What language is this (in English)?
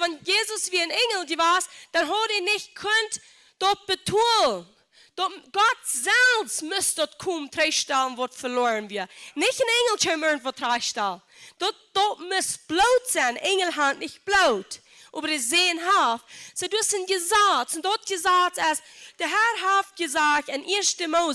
Plautdietsch